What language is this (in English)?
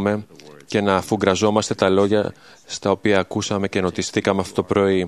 Greek